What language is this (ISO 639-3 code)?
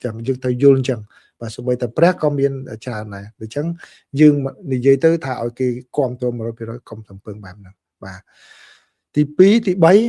khm